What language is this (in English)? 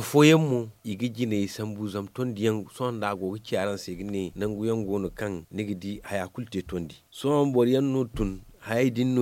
Zarma